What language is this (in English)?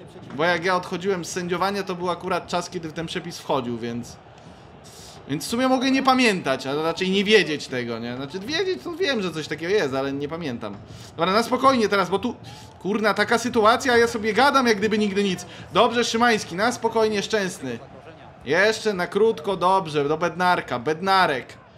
Polish